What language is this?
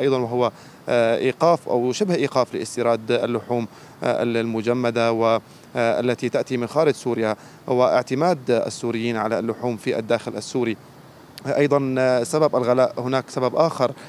Arabic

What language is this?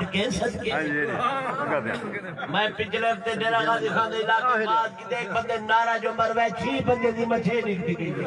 Saraiki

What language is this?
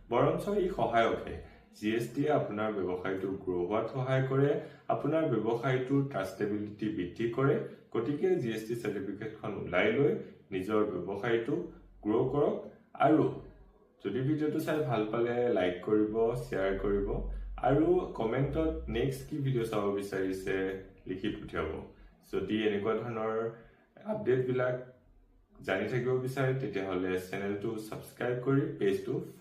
Assamese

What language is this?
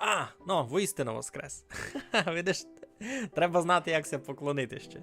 Rusyn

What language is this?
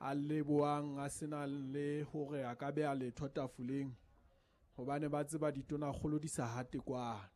Southern Sotho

